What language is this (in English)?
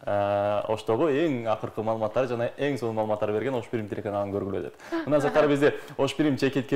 Kyrgyz